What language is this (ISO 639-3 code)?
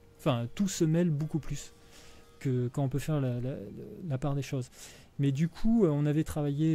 fra